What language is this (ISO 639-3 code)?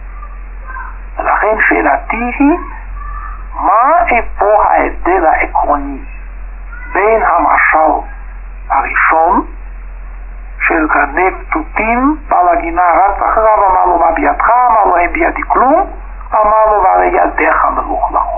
heb